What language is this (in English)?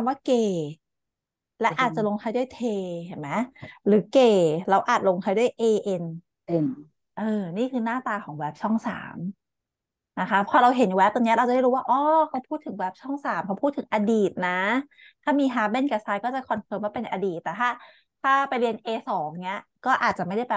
Thai